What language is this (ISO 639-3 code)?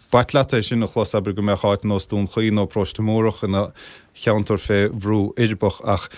gle